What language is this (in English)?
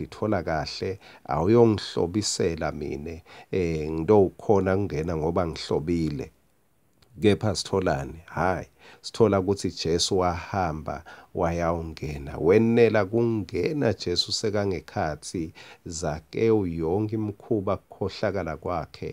Swati